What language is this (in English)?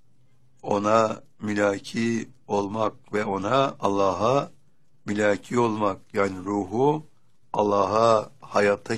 Turkish